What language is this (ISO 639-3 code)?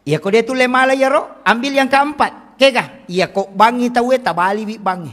bug